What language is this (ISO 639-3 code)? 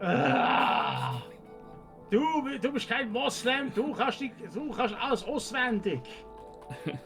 gsw